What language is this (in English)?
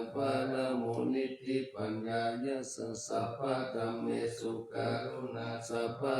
Pali